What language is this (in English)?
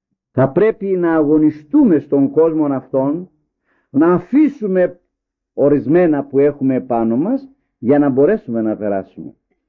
Greek